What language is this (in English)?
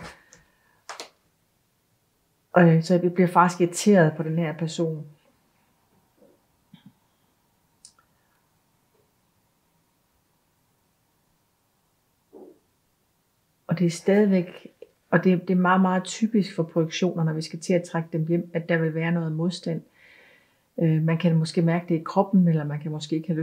Danish